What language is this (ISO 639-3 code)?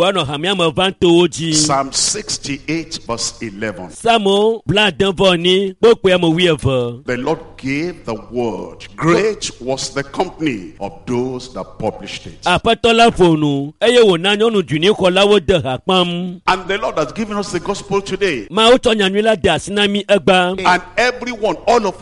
ewe